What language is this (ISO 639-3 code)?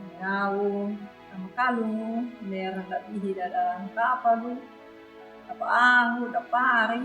akg